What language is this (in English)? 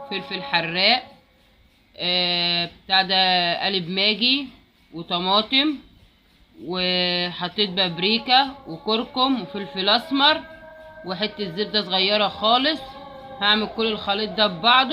Egyptian Arabic